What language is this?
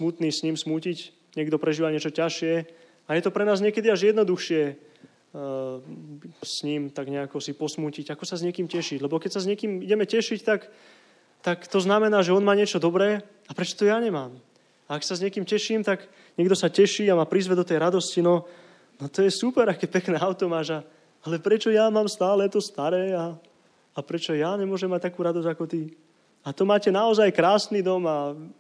Slovak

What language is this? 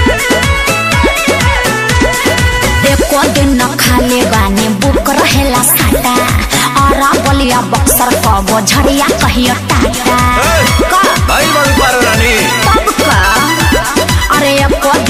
Bhojpuri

